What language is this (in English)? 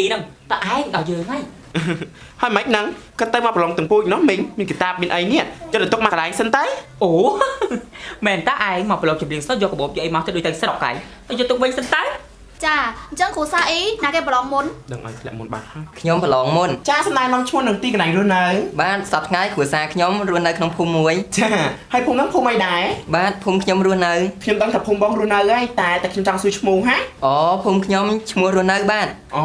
Khmer